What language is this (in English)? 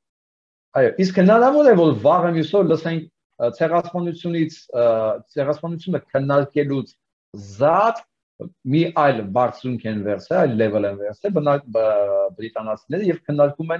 Armenian